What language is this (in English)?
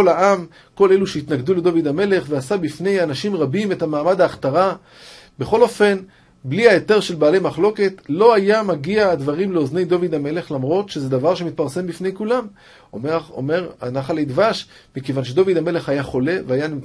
Hebrew